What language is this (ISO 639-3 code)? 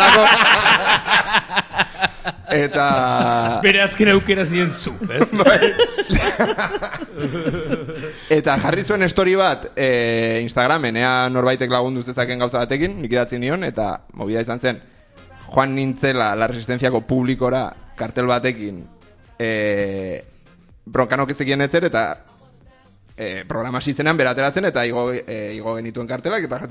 eus